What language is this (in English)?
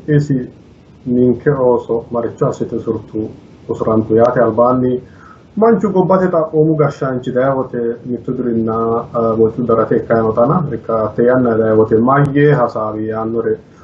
Sidamo